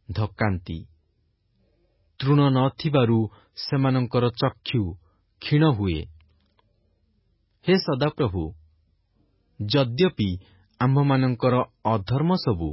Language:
Odia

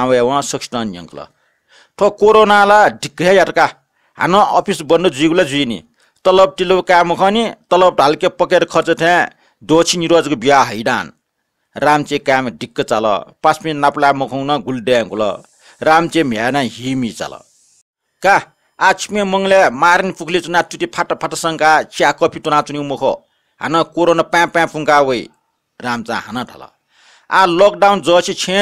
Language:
Newari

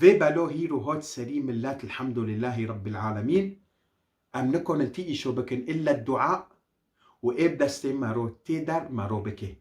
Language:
Kurdish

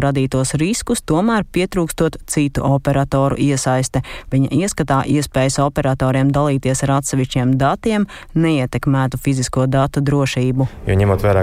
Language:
Latvian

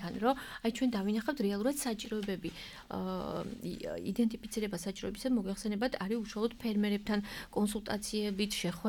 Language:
Georgian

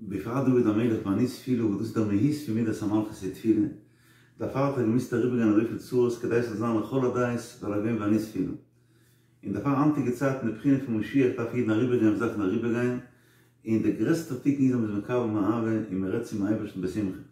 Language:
Yiddish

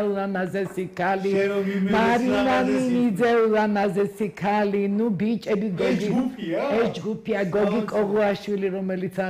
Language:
Georgian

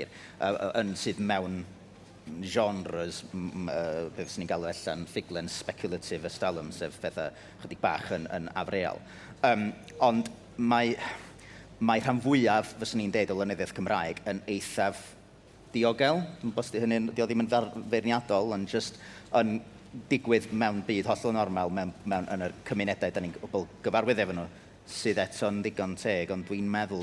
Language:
Welsh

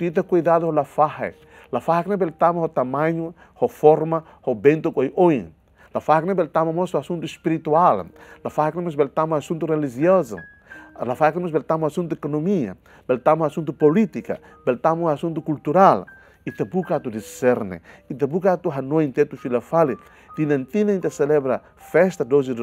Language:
Tetum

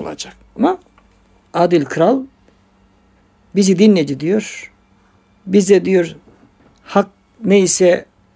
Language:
Turkish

